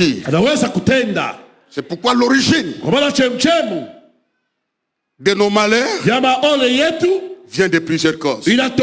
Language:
Swahili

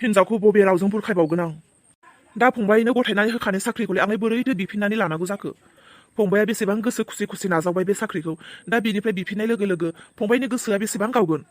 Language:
Bodo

